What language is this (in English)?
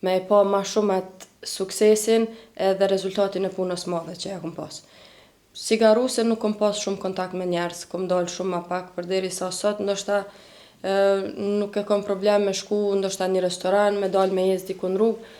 Albanian